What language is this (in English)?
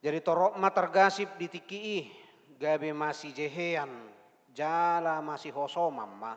Batak Toba